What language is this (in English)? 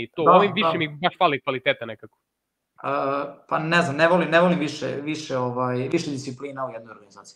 Serbian